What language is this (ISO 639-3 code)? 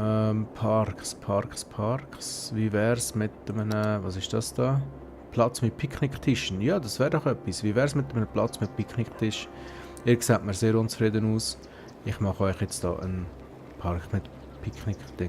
gsw